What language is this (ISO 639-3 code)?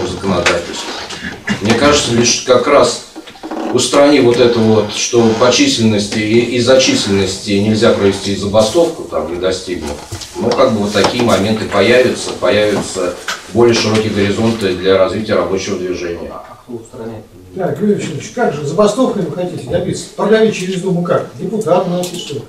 rus